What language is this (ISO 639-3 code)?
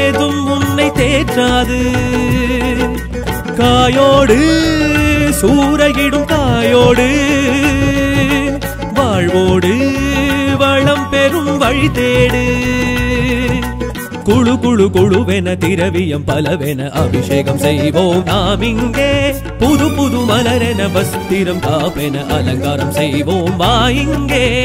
tam